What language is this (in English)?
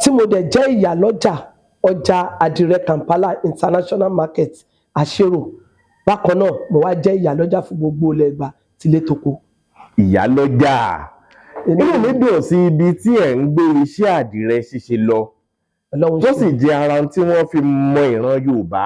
Yoruba